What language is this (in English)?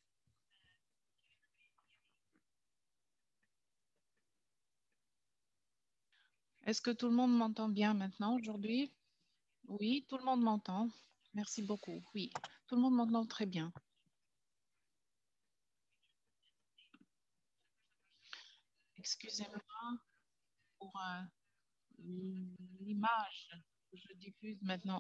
French